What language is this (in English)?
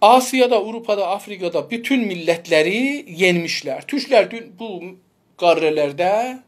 South Azerbaijani